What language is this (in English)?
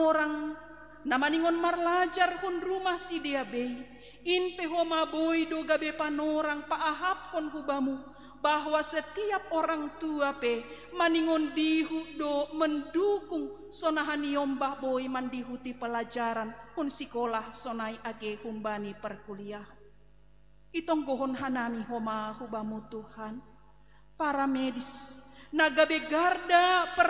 Batak Simalungun